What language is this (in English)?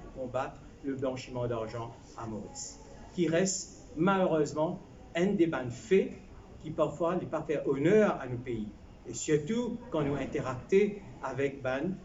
Morisyen